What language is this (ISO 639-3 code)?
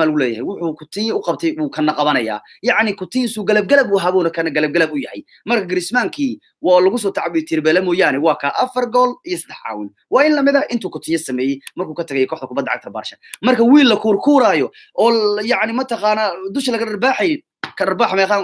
som